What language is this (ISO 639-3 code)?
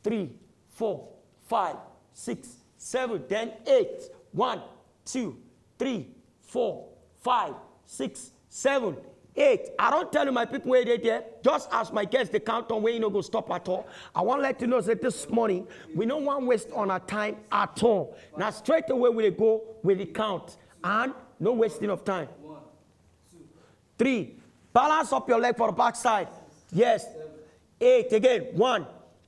pcm